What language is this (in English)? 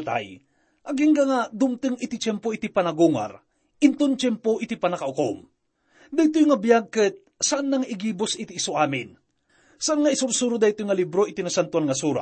Iloko